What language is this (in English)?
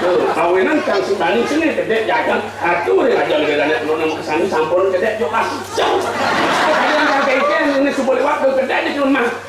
Balinese